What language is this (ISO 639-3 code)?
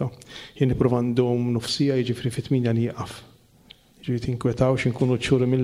mlt